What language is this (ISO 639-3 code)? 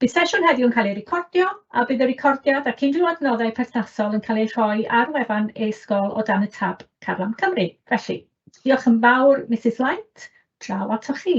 cym